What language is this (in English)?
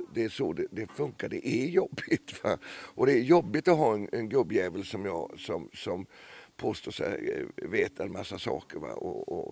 Swedish